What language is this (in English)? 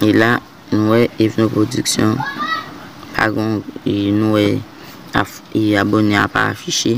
Haitian Creole